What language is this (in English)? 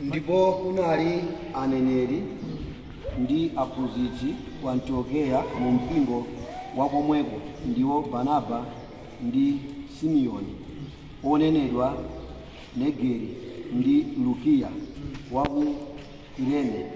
Nyanja